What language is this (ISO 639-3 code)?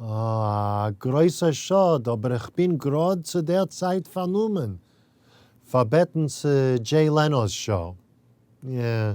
yid